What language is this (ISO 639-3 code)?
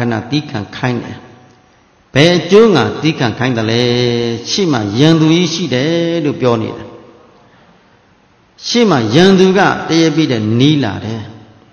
mya